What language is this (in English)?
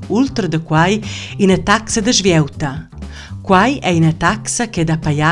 Romansh